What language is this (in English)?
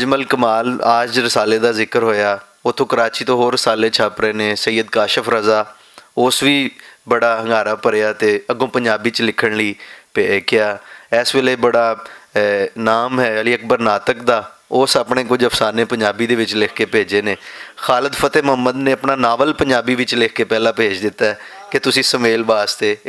Western Panjabi